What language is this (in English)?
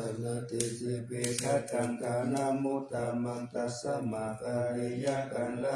Pali